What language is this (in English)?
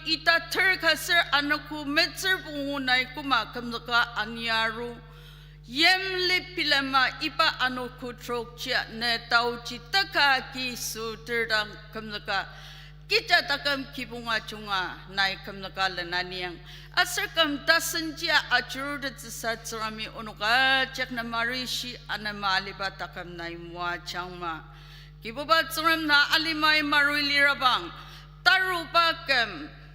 Ao Naga